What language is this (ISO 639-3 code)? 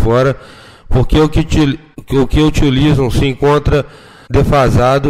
por